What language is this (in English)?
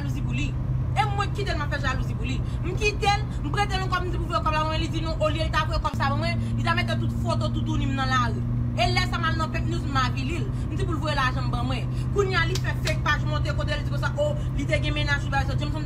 Haitian Creole